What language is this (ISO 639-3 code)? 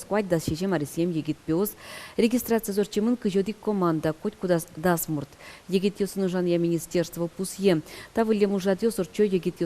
udm